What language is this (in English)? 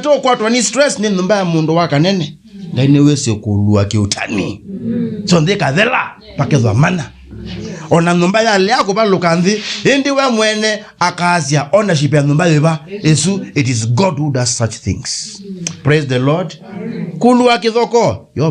Kamba